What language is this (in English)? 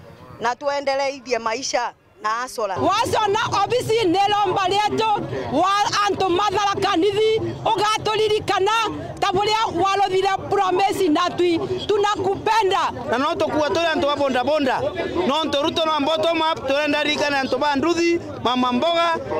Meru